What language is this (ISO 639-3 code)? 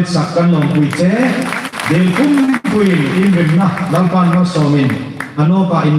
hmr